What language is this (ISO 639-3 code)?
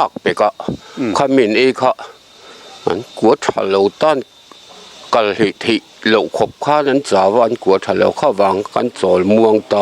lus